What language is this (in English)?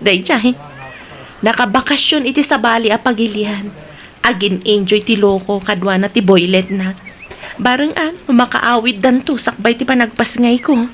Iloko